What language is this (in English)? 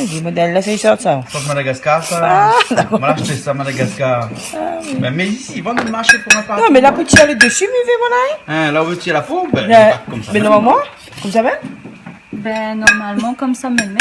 Réunion Creole French